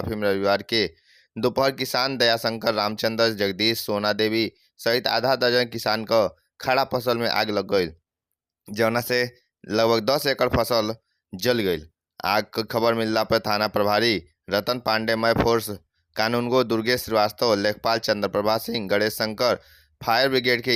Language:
Bhojpuri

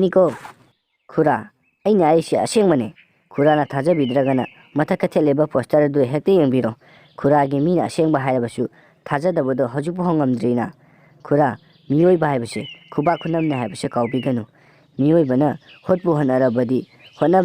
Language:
Manipuri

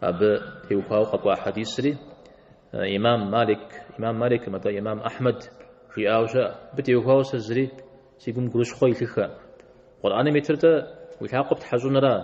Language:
Kabardian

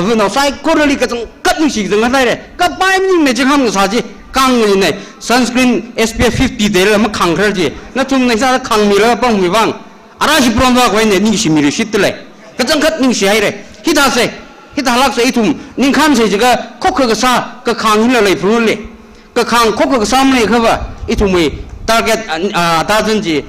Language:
Tangkhul Naga (India)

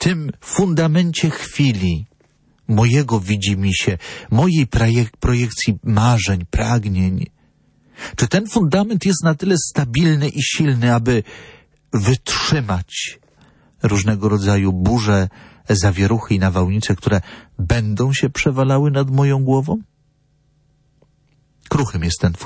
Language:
Polish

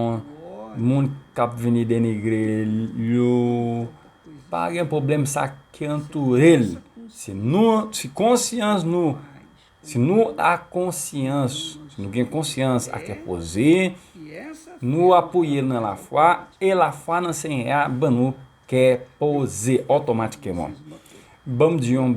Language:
Haitian Creole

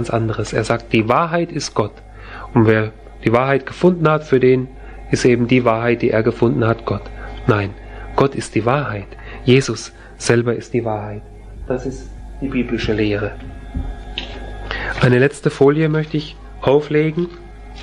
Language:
German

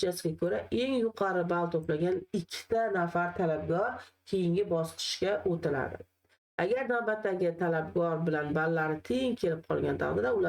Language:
Uzbek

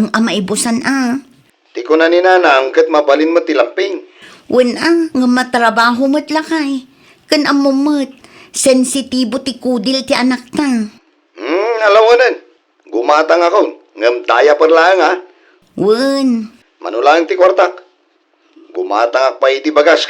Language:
Iloko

